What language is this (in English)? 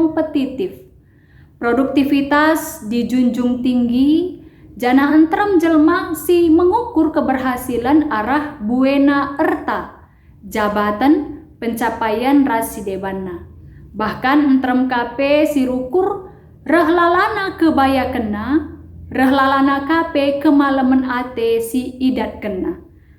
Batak Karo